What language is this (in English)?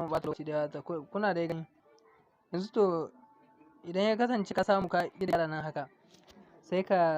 Hausa